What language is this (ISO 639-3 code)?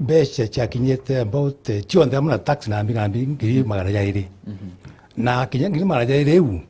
mer